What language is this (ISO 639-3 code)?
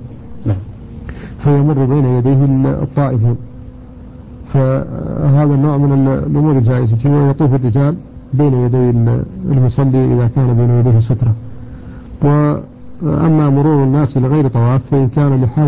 ara